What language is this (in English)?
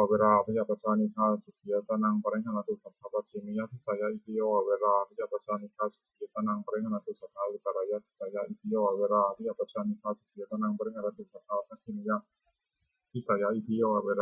Pali